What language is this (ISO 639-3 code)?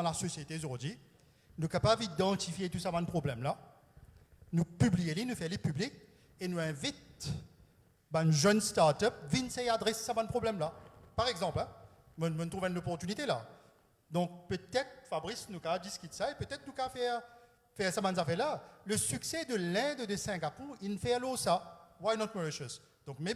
mfe